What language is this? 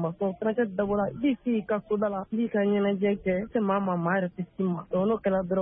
Bambara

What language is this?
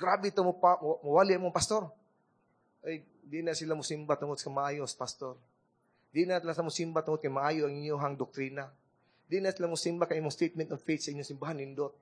Cebuano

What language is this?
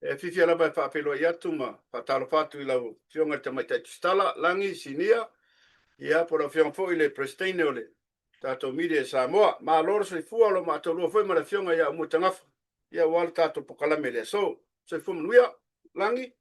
Samoan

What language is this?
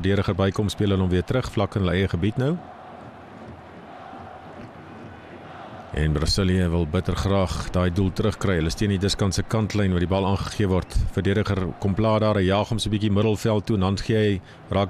Afrikaans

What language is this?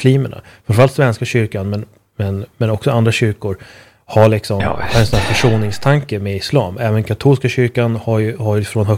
Swedish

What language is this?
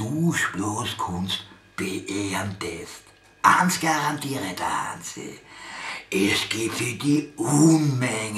Bavarian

